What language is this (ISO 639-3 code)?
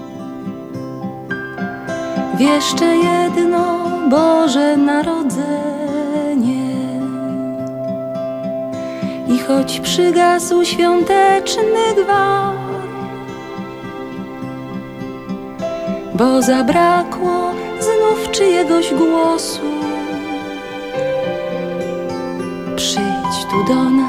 pol